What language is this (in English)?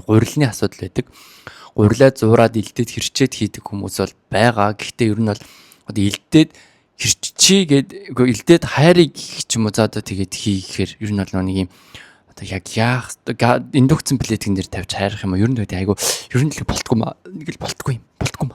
Mongolian